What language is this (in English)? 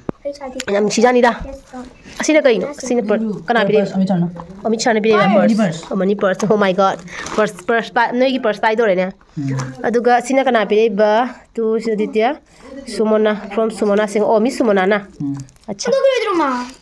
Manipuri